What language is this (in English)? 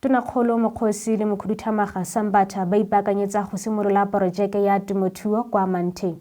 Tswana